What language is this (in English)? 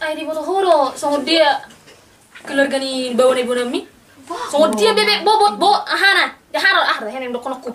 Batak Toba